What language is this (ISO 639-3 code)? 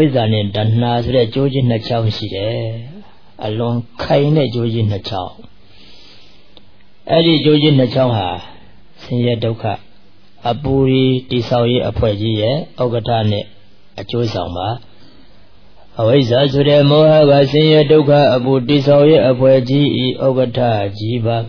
mya